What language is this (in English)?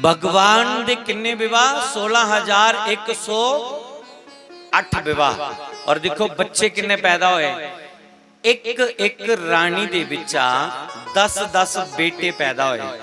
Dogri